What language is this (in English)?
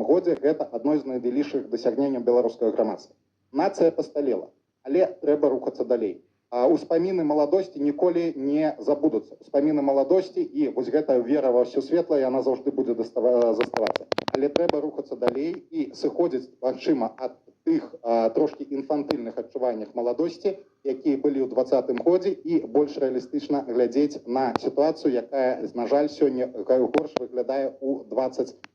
Belarusian